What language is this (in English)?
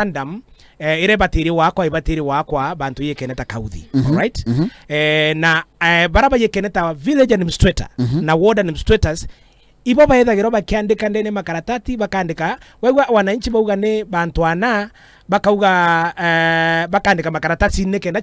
Meru